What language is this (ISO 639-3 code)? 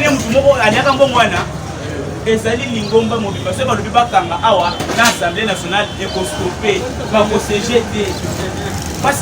lin